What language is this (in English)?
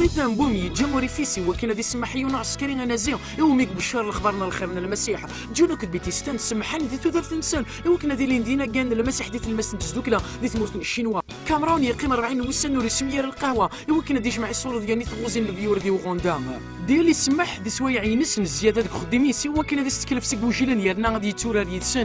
Kabyle